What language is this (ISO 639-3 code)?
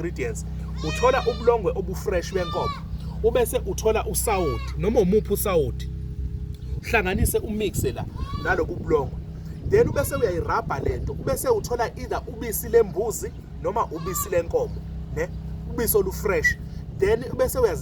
zul